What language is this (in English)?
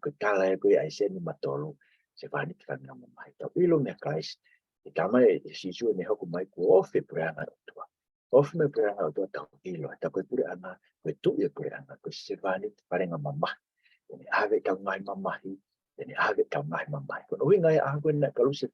Tongan